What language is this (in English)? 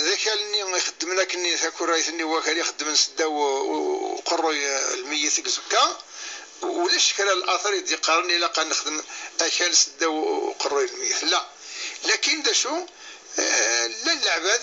Kabyle